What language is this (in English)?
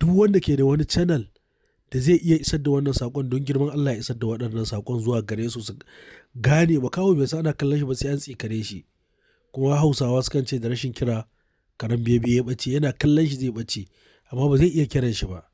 Hausa